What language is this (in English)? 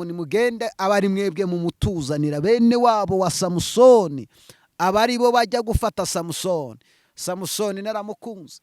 Kinyarwanda